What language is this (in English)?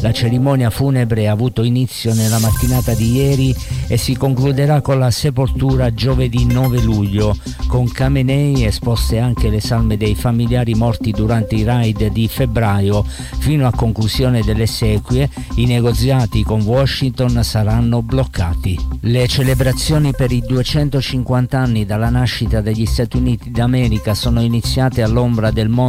Italian